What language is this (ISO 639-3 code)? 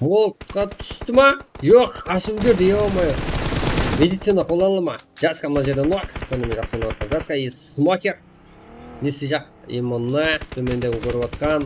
kaa